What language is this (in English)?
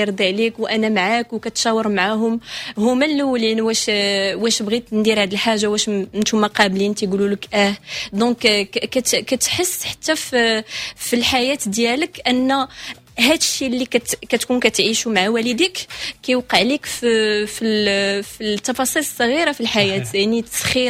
Moroccan Arabic